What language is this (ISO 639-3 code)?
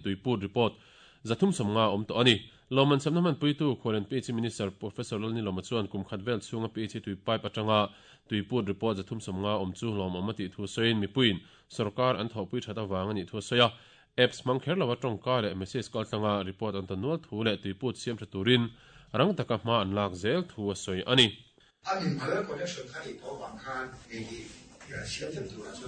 lus